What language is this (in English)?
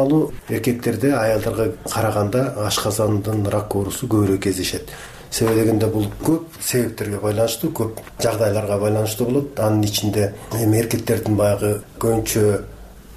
Kyrgyz